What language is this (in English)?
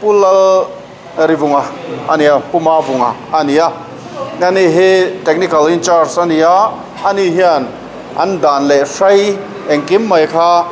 Mizo